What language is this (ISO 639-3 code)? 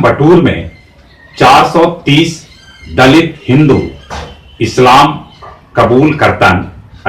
mag